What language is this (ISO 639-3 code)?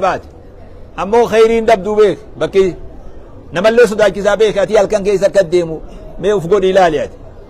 orm